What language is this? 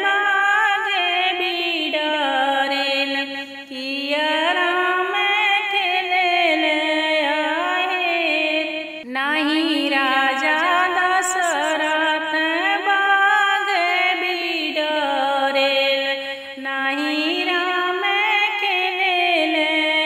Bhojpuri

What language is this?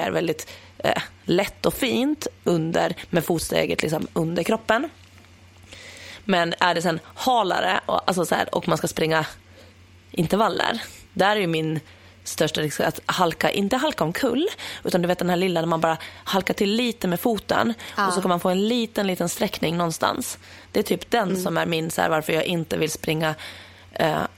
Swedish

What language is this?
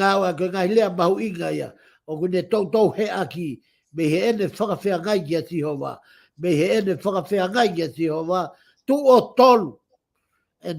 Tongan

